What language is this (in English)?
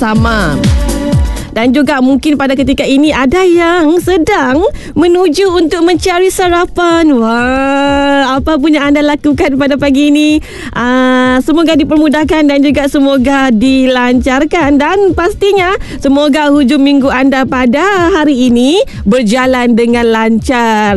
Malay